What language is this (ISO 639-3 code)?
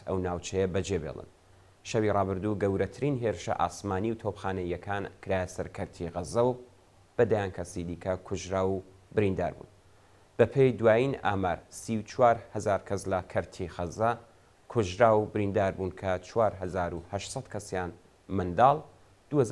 ckb